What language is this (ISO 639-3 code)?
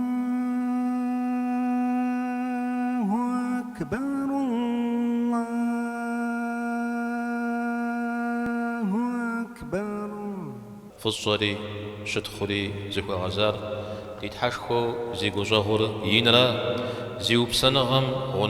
kbd